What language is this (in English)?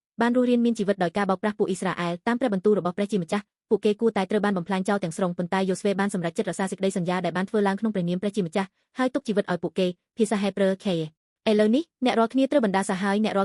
Khmer